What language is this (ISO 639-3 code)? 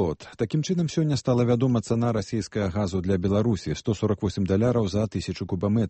bel